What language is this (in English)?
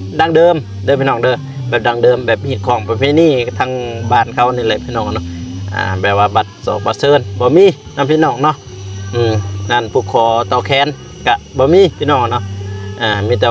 Lao